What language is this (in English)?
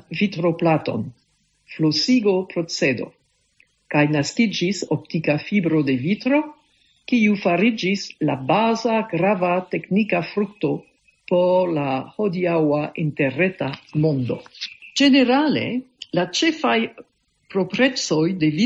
Esperanto